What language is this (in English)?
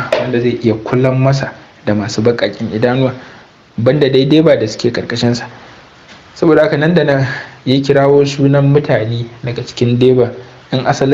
Hausa